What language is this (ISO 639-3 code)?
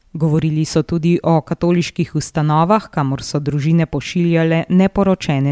slv